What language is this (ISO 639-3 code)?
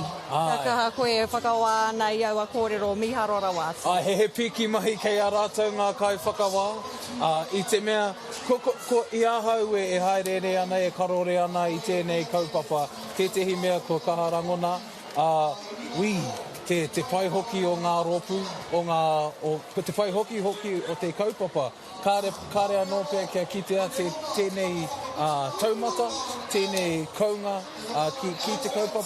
mri